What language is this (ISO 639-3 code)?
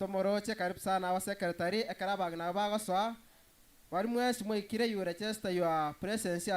guz